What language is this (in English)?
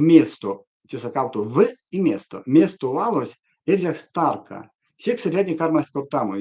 Erzya